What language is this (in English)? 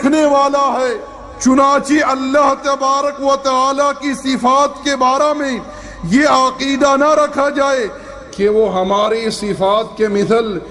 Urdu